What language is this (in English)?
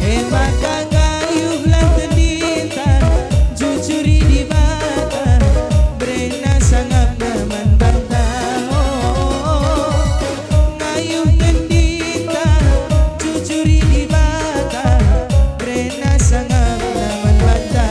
Batak Karo